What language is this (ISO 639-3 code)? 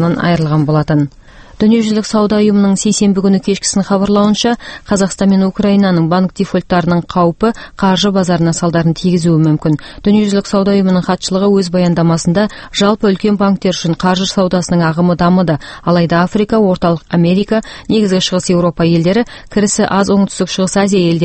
kaz